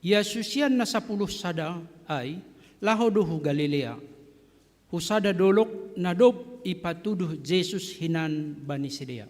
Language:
Batak Simalungun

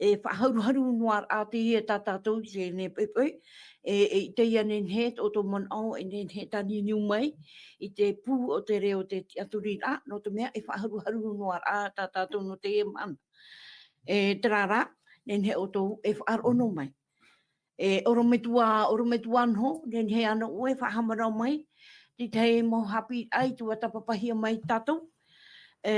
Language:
Tahitian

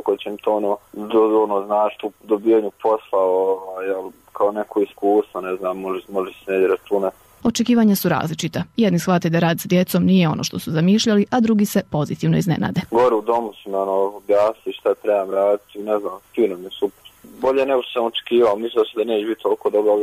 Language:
Bosnian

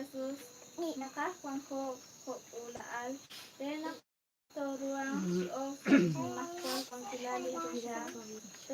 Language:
Kekchí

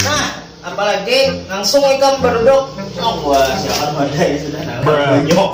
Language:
Banjar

